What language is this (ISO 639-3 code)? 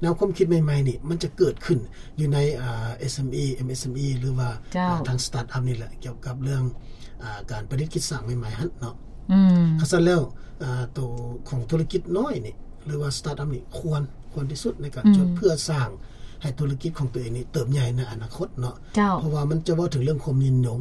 lao